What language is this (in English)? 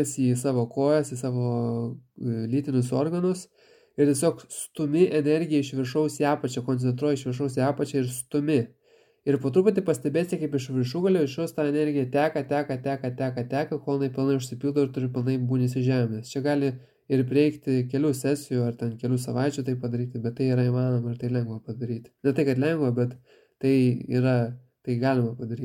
Lithuanian